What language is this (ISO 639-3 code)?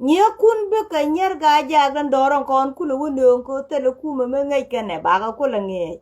nus